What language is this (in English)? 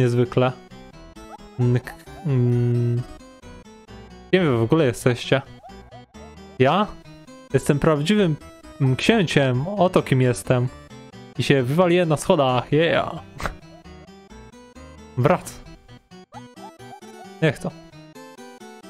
Polish